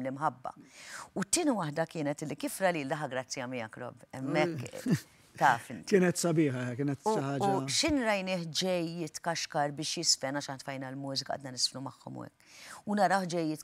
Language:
Maltese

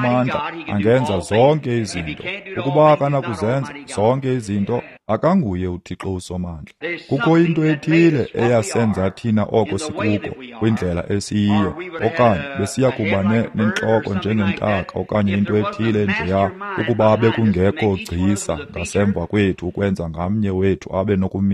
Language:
Xhosa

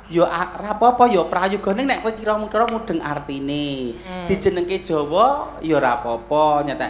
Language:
Javanese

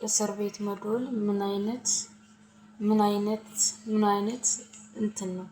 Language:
Amharic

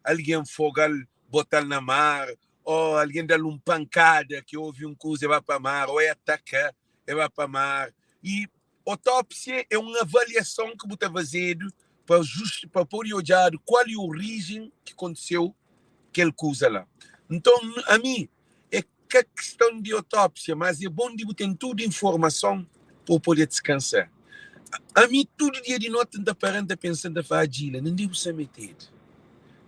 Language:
Kabuverdianu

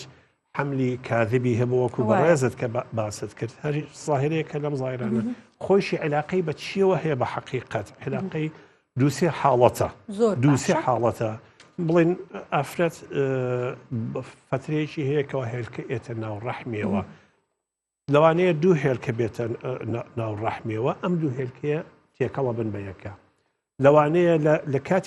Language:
Central Kurdish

